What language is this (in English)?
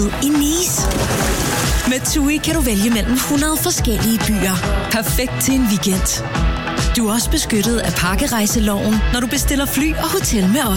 Danish